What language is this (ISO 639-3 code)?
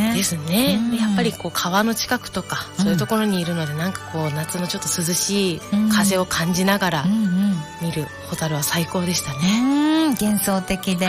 jpn